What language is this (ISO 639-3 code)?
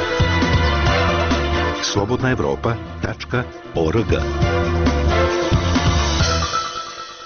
bos